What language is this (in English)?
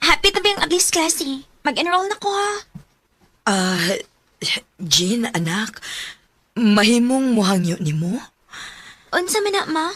Cebuano